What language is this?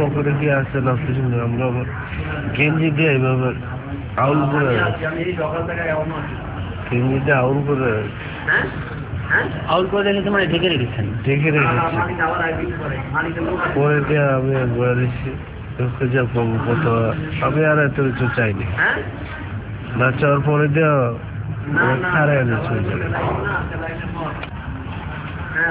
Bangla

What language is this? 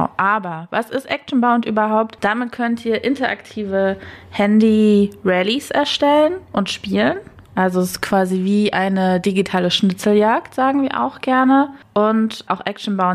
German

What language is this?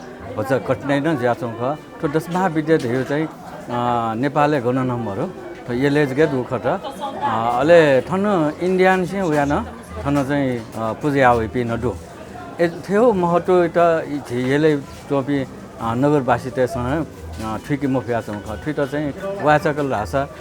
Newari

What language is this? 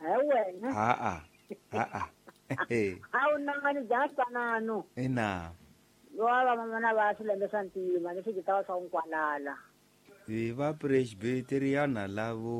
Tsonga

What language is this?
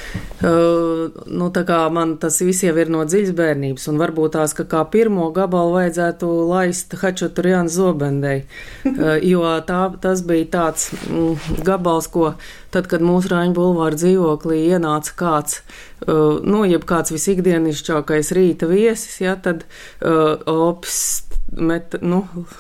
Latvian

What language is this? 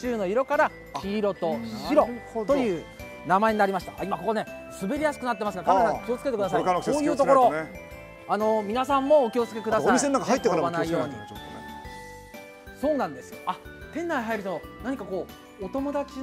Japanese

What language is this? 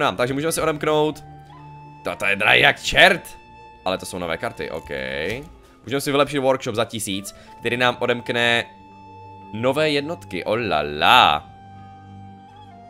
Czech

